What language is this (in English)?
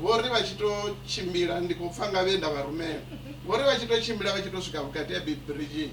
Venda